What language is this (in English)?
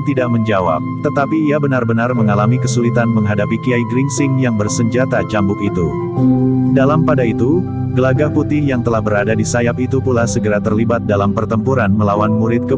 Indonesian